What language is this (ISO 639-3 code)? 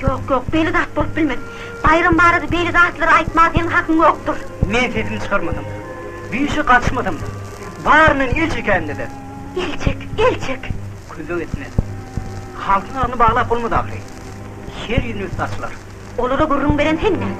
tuk